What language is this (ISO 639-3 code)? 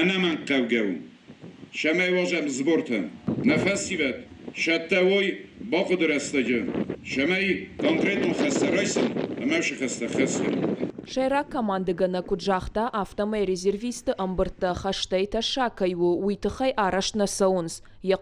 oss